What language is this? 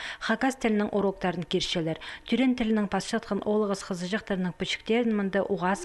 Khakas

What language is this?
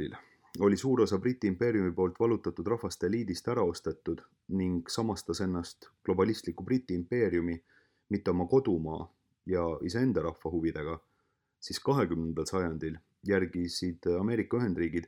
Estonian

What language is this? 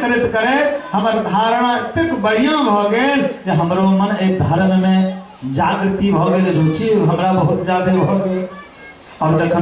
Maithili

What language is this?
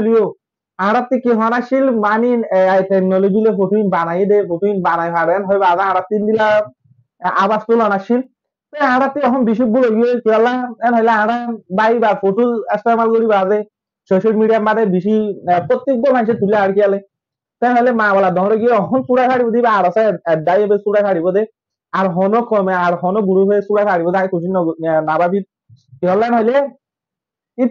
Rohingya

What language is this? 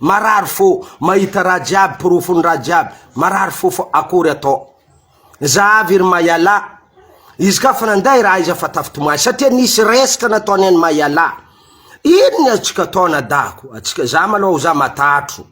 Malagasy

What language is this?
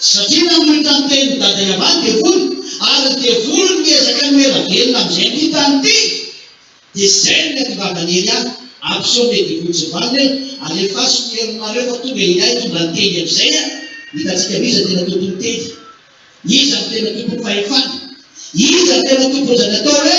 Malagasy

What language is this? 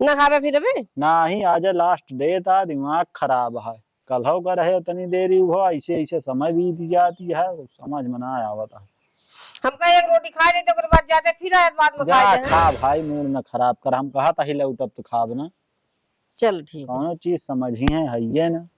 Awadhi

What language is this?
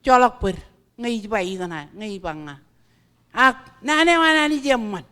Marshallese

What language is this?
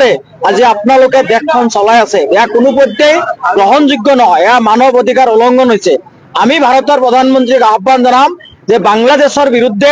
Assamese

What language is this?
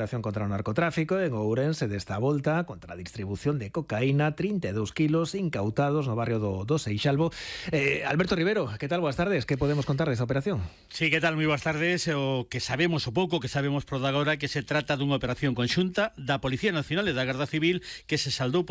Galician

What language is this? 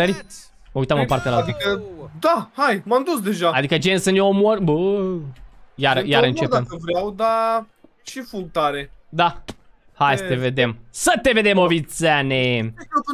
Romanian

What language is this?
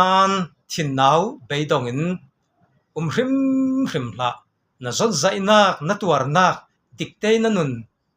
Falam Chin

